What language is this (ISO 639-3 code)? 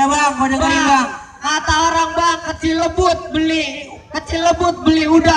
bew